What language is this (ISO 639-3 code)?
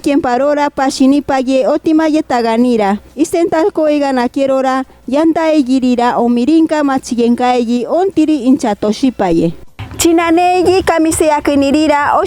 mcb